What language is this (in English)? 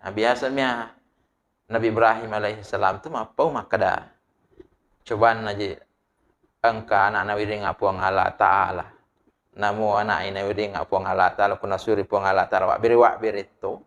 Buginese